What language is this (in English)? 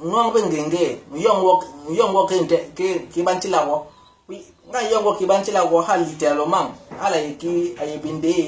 Basaa